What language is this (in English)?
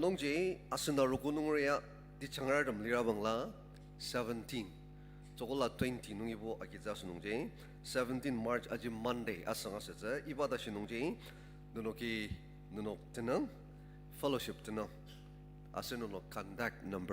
Ao Naga